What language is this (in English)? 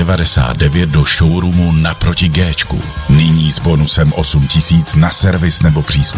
Czech